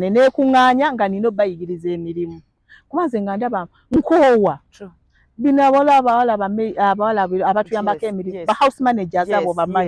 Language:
Ganda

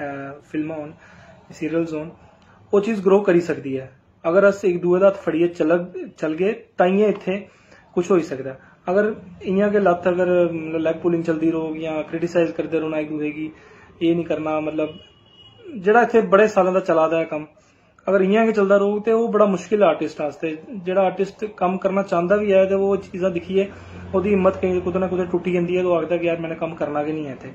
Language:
Dogri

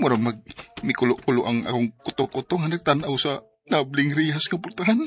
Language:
Cebuano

